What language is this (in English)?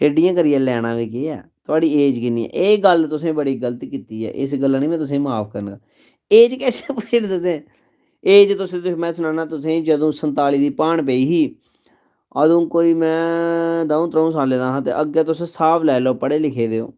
Dogri